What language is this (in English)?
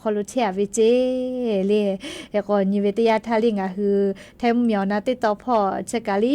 Lahu